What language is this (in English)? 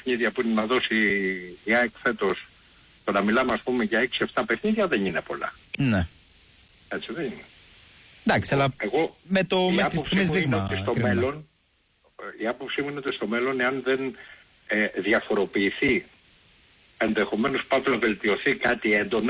Greek